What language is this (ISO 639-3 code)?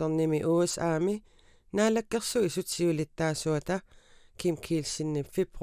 kal